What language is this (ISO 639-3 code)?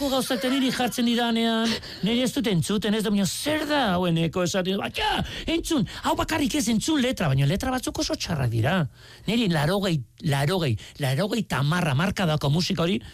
eus